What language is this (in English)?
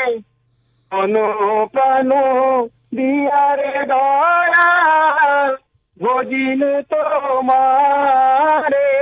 Bangla